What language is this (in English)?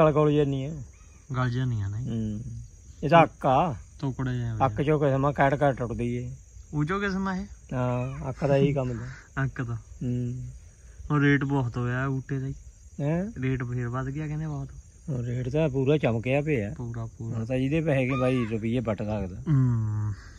Punjabi